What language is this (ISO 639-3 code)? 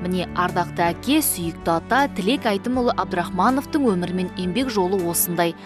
kaz